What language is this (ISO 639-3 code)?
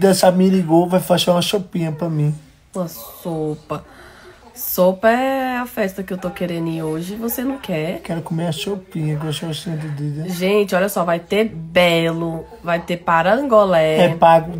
por